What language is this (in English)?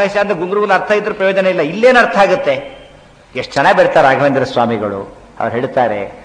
Kannada